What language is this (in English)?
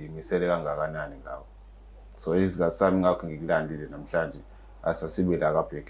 Zulu